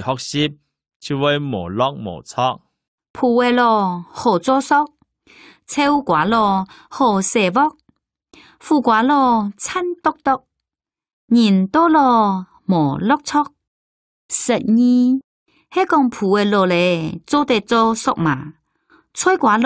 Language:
Hakka Chinese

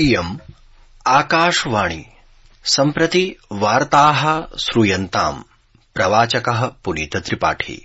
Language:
Sanskrit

